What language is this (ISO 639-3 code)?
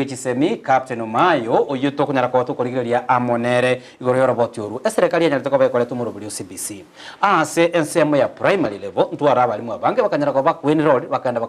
guz